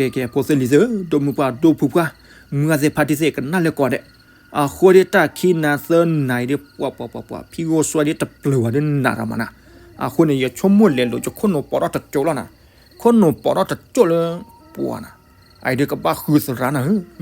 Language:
S'gaw Karen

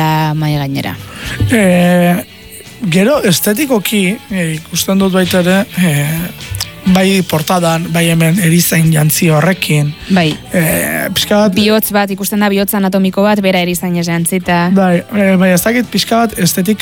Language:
Basque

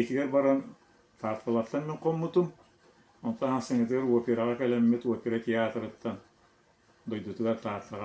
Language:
Yakut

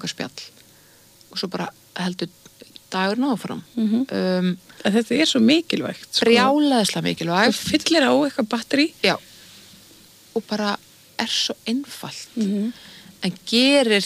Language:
Icelandic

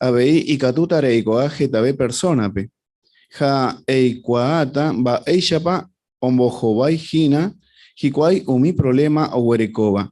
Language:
Guarani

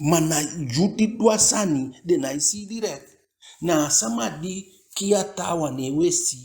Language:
Eastern Maroon Creole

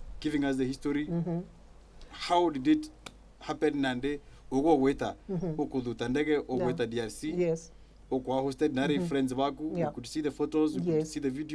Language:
Meru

